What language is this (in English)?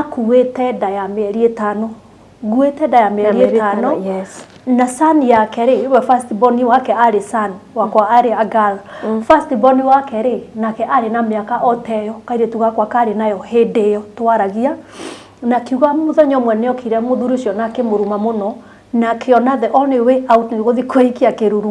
Kikuyu